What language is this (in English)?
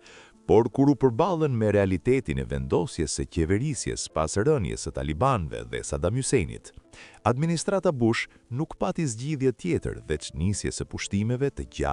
Albanian